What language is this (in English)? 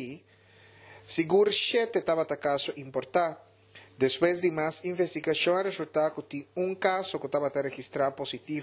Papiamento